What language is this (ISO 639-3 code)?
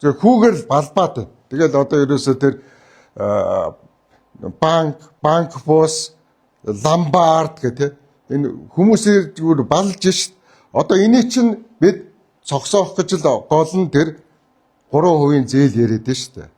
mon